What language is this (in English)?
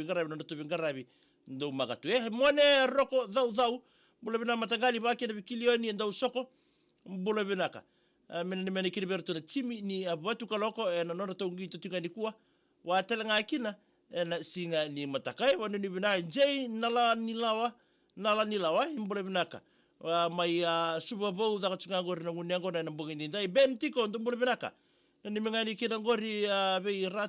Fijian